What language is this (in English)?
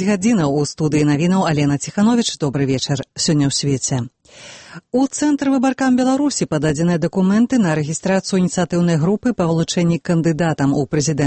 Belarusian